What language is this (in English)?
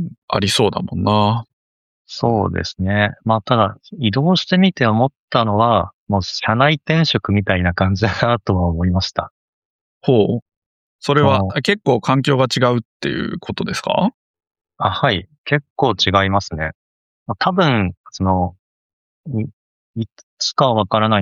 Japanese